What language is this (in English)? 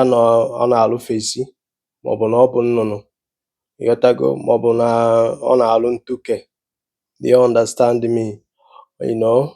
Igbo